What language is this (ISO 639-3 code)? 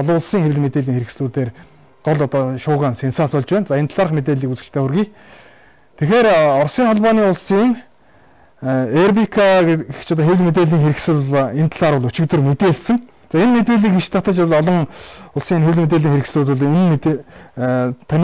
mon